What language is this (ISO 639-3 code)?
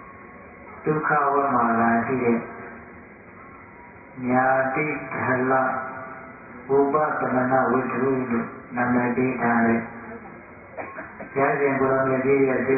mya